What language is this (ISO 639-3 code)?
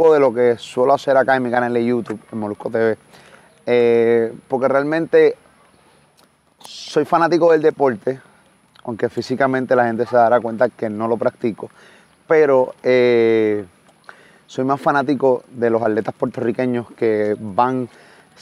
spa